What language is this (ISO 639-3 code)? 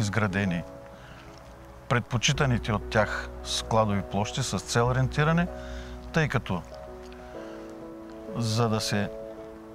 bul